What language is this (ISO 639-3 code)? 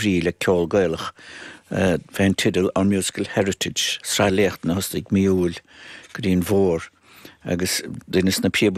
gle